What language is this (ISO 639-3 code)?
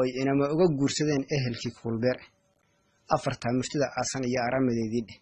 som